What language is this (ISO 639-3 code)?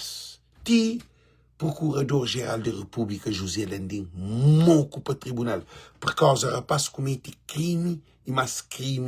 kea